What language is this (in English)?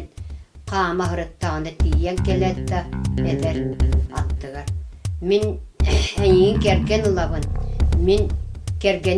Yakut